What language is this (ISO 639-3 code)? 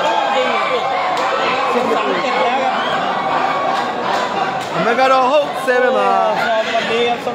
mya